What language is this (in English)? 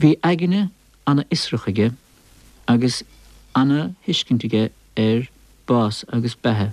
Irish